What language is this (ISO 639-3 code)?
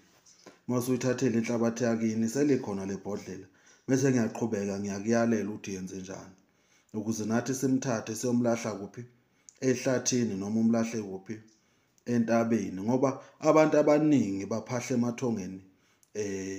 zul